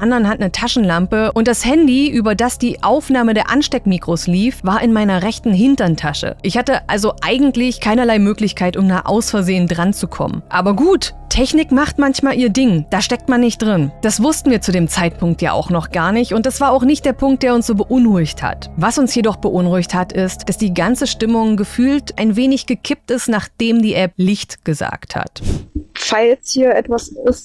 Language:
German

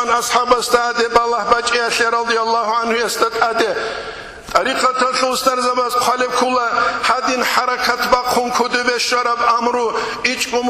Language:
Avaric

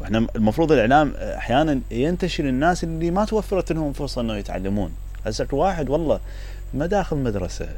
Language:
Mesopotamian Arabic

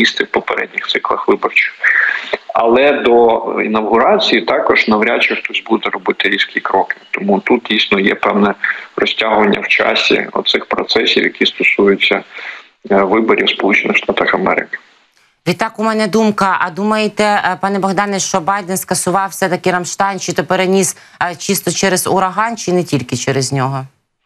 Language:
Ukrainian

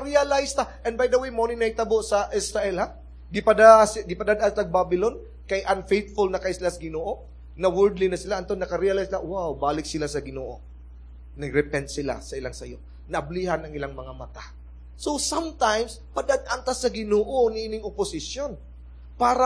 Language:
Cebuano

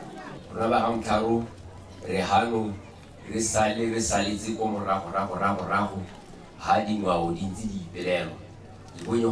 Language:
Tswana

